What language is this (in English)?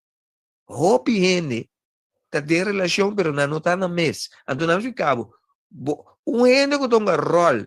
Papiamento